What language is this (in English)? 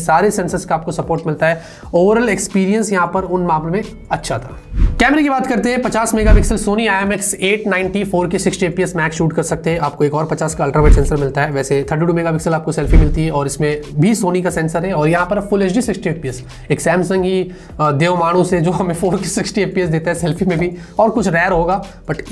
Hindi